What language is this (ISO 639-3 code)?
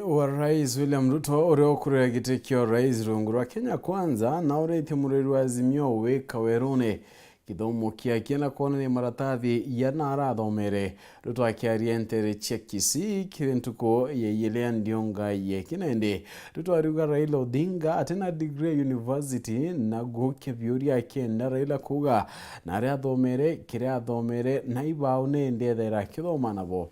mer